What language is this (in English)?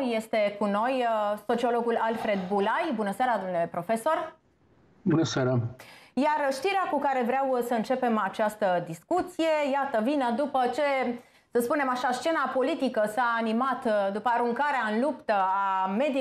Romanian